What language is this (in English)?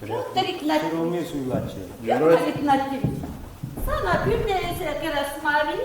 Chuvash